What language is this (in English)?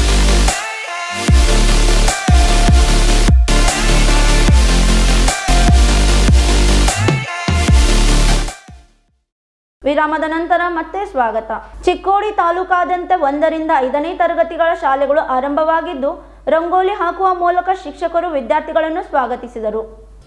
Kannada